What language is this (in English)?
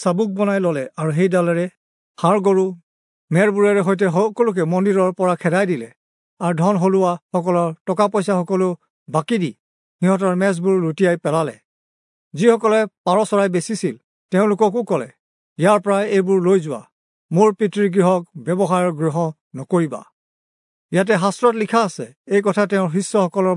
Assamese